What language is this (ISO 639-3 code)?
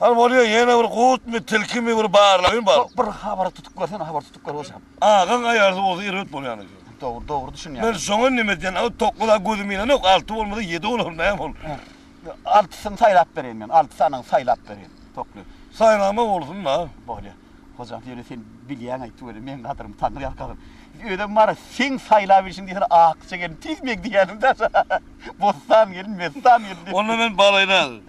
tuk